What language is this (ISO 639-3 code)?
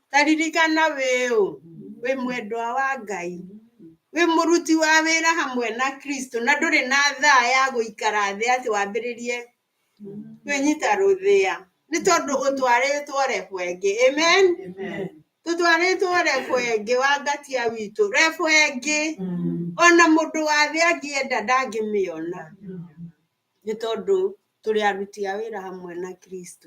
kik